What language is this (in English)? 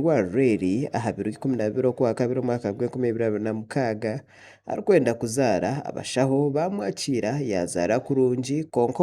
Nyankole